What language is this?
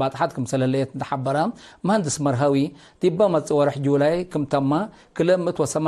Tigre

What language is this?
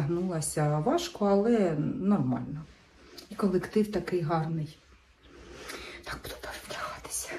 Ukrainian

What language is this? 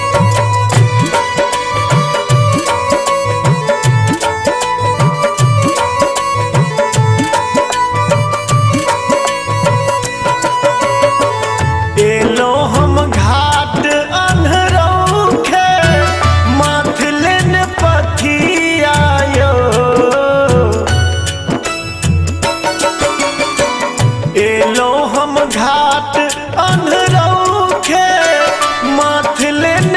Maithili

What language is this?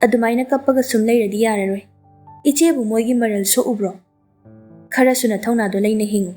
Manipuri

